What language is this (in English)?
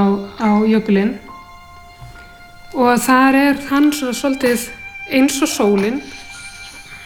Icelandic